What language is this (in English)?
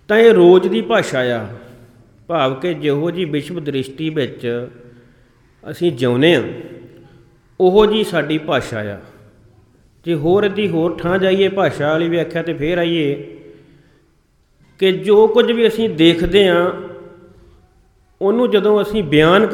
Punjabi